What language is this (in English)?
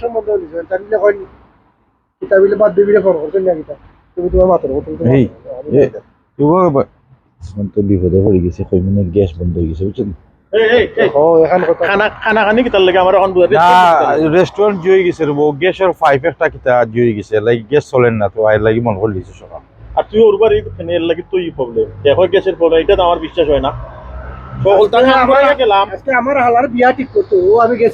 Sylheti